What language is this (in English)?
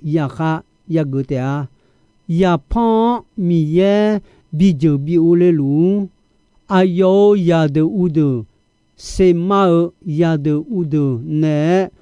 Akha